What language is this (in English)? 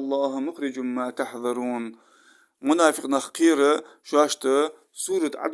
Ingush